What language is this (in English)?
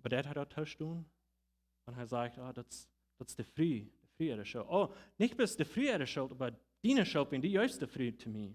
Plautdietsch